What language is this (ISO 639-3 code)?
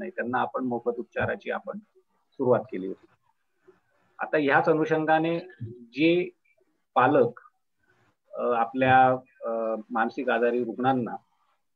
mar